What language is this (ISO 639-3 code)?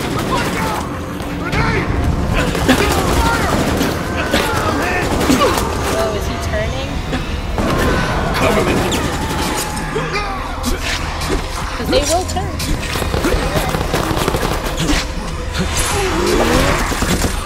eng